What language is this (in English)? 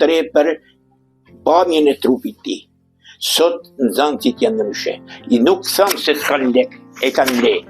Albanian